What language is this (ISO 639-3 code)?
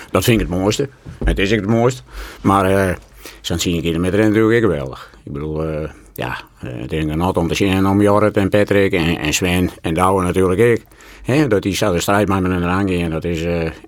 fry